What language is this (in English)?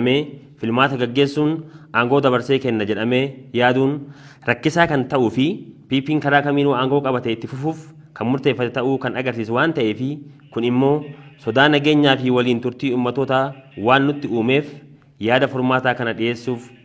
Oromo